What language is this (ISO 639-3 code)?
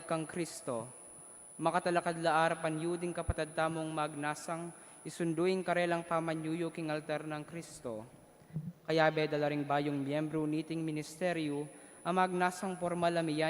pam